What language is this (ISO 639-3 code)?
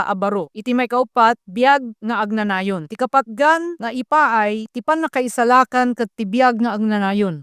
ilo